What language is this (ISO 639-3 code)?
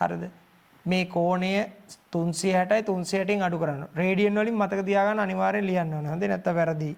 sin